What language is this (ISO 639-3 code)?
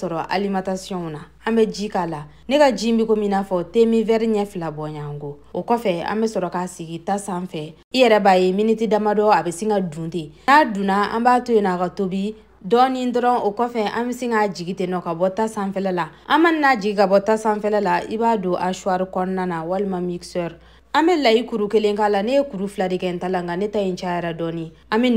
bam